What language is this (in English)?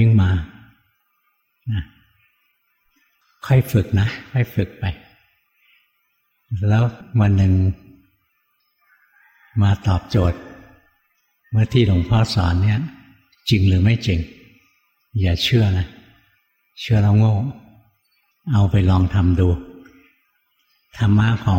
Thai